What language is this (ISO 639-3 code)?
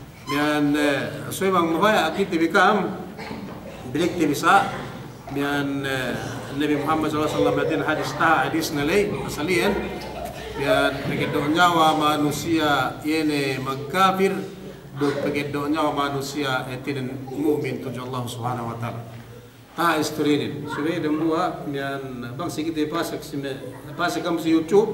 yka